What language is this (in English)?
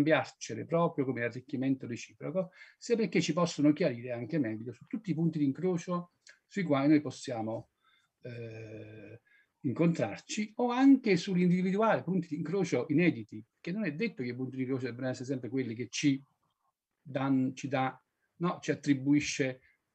Italian